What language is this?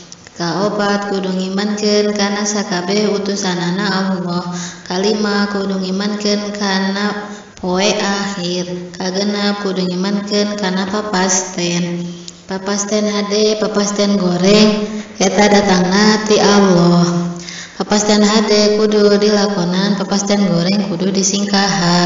Sundanese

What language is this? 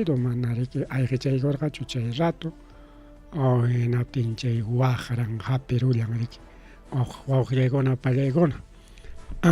Ayacucho Quechua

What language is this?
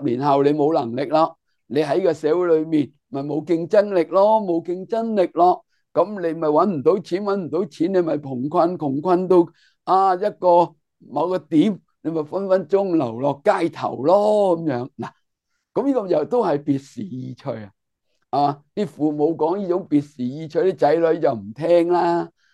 Cantonese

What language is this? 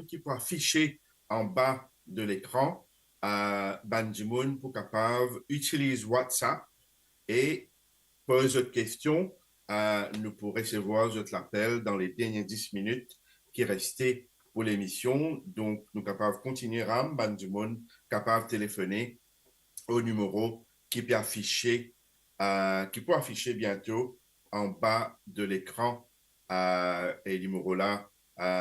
Morisyen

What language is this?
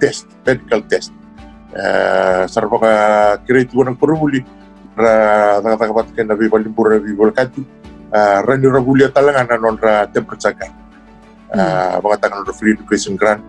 Fijian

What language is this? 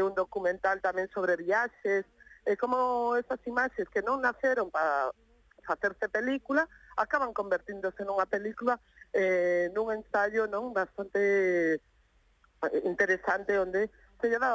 Galician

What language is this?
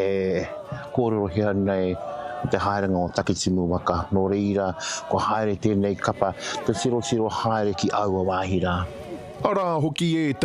Māori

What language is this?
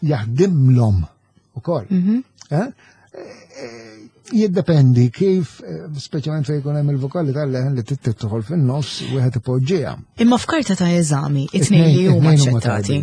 Maltese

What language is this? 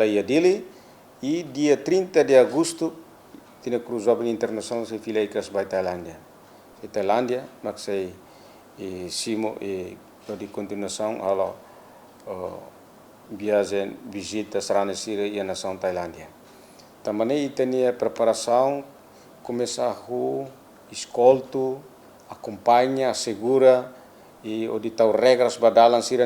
Tetum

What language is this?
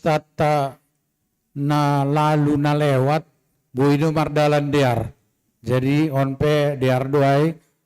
Batak Simalungun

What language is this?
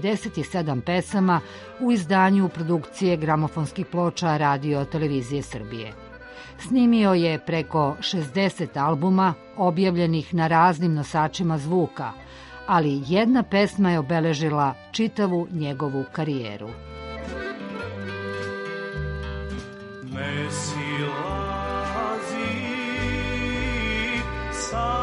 Serbian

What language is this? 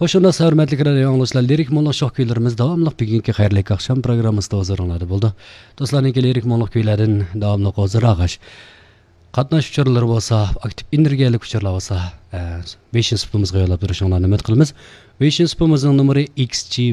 Uyghur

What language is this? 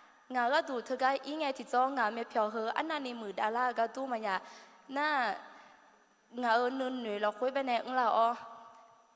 Akha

